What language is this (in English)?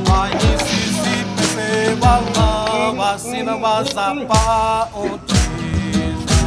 Xavánte